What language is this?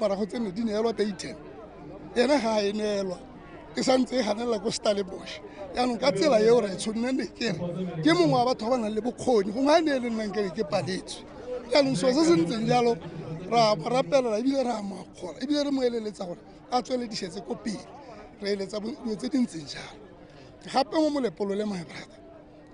Tswana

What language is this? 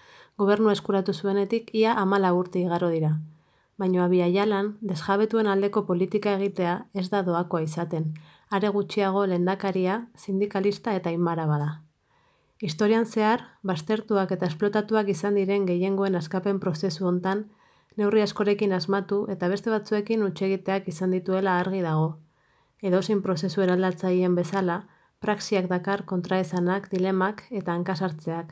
Basque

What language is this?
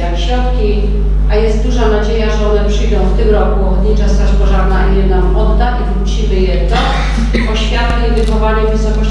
Polish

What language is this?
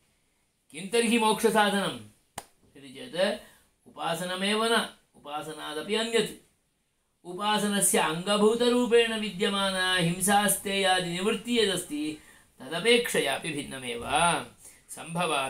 Sanskrit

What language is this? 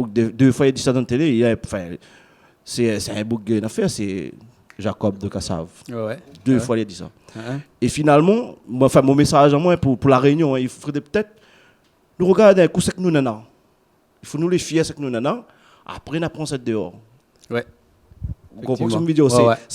Réunion Creole French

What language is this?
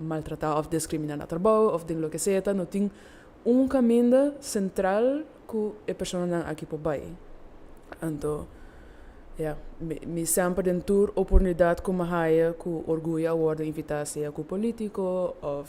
Papiamento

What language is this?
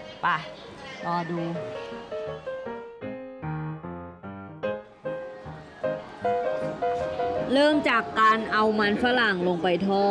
Thai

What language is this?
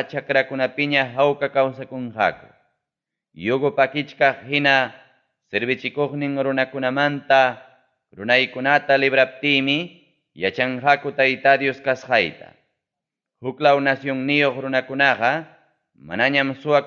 Ayacucho Quechua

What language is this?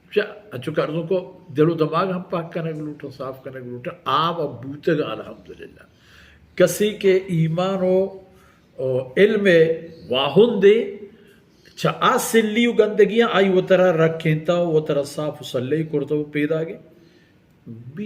Baluchi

